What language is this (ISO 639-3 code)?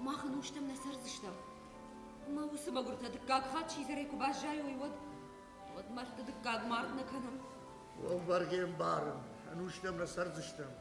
oss